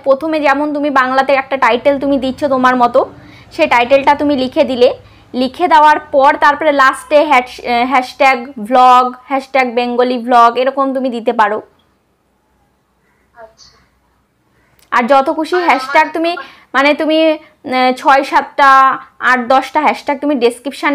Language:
Bangla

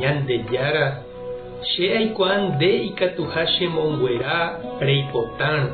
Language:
Guarani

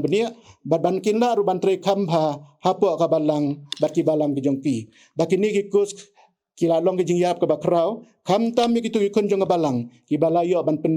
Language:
Khasi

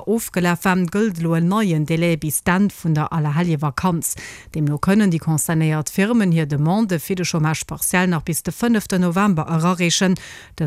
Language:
Luxembourgish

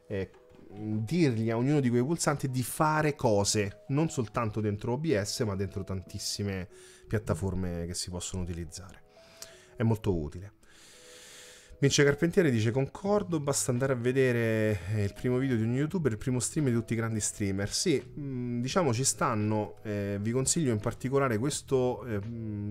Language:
Italian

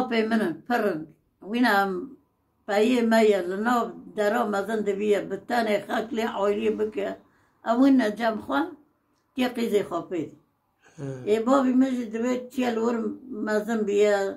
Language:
Kurdish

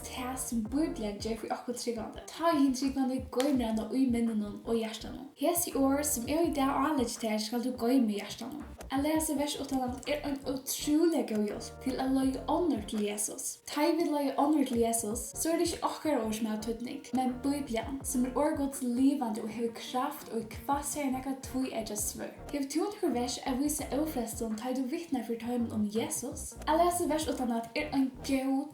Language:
Faroese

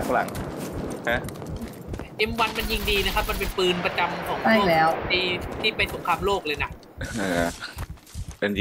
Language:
Thai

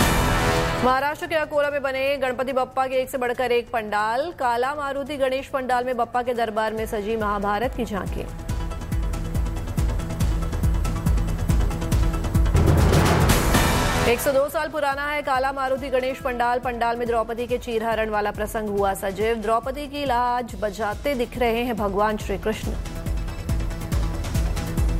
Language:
Hindi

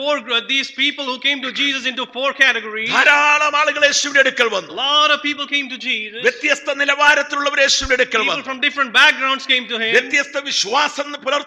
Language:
Malayalam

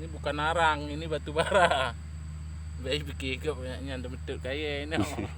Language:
Achinese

